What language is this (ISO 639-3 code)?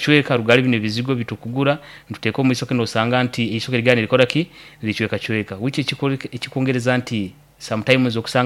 nyo